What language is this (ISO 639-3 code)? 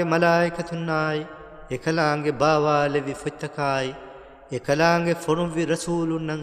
div